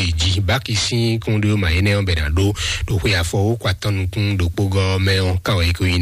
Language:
Fon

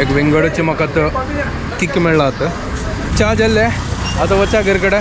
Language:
Konkani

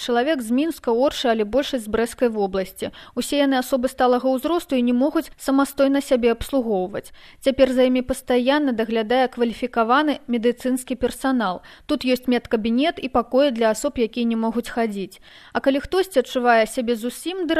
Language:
Belarusian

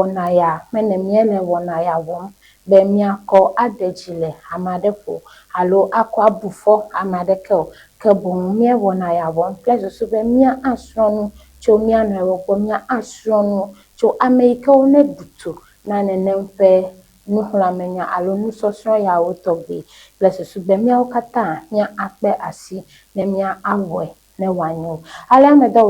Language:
Ewe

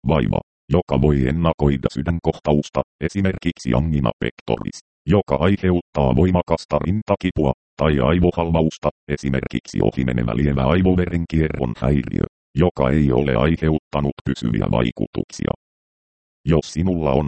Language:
Finnish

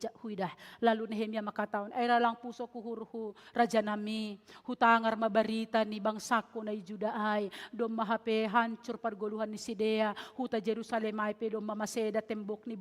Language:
Batak Simalungun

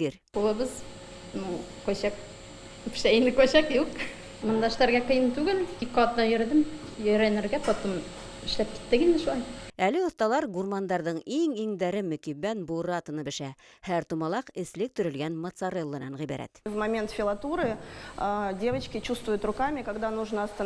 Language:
Bashkir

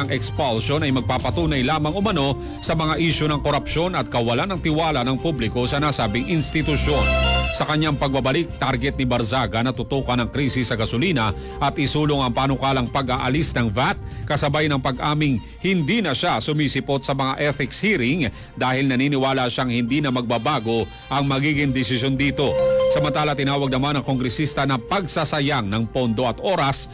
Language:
Filipino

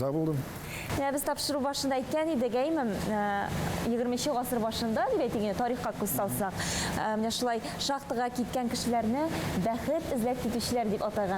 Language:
Tatar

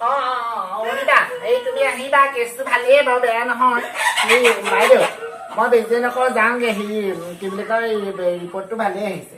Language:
Assamese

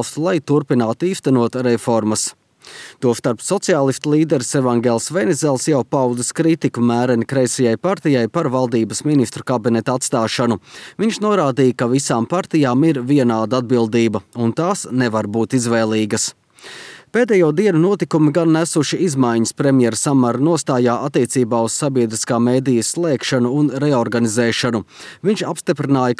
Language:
Latvian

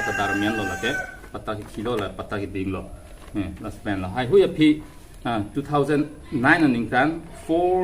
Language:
Karbi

